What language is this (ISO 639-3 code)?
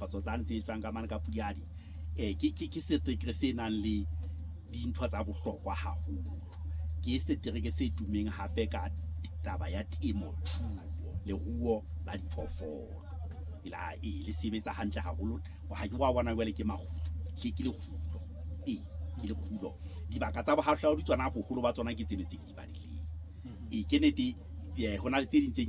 sot